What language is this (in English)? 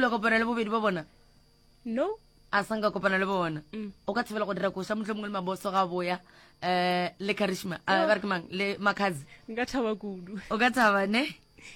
Northern Sotho